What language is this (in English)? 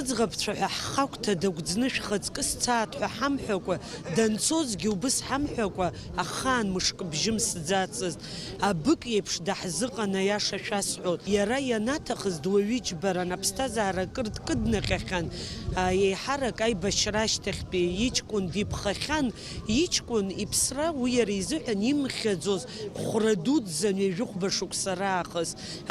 Abkhazian